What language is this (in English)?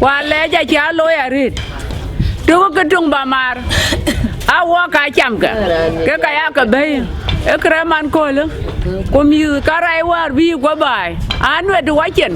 Dinka